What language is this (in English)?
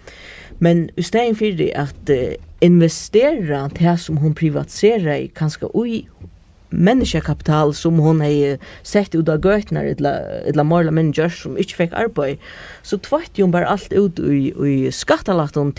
Faroese